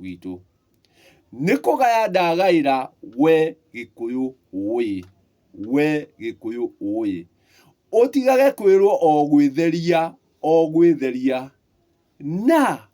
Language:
Kikuyu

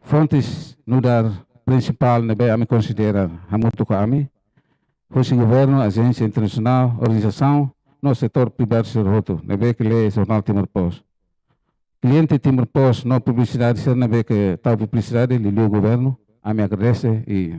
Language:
Tetum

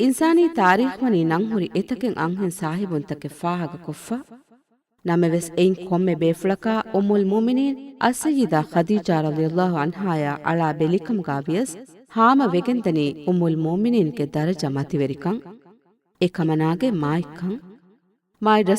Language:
Divehi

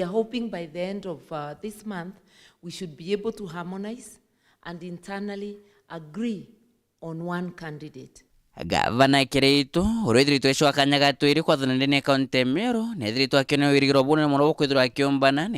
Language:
Meru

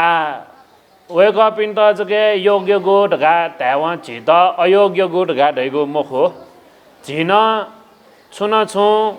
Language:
Newari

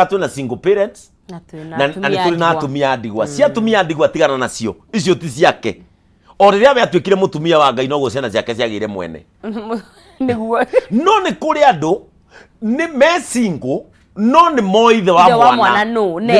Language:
Kikuyu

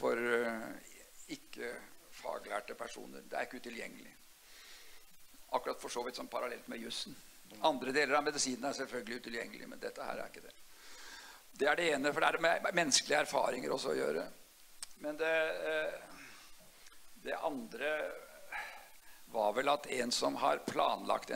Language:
Norwegian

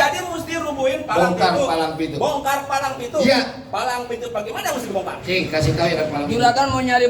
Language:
Betawi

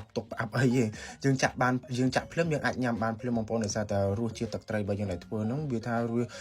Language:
Khmer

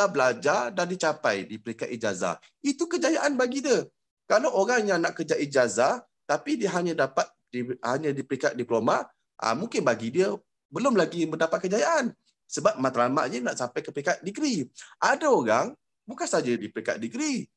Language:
Malay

